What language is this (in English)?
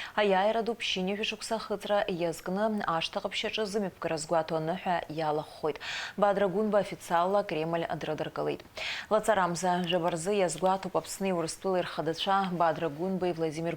Abkhazian